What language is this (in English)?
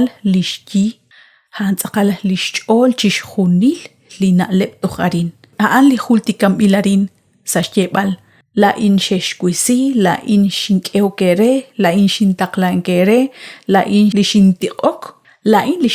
Kekchí